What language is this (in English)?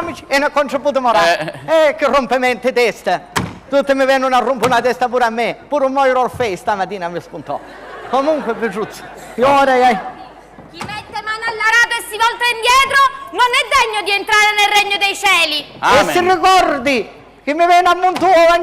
Sicilian